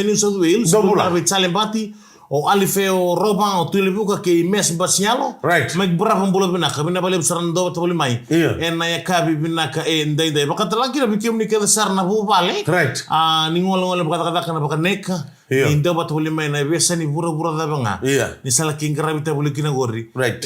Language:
Fijian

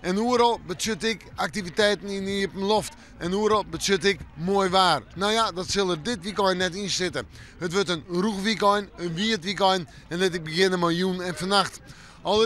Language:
Western Frisian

